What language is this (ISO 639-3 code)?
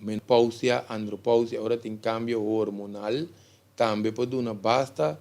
pap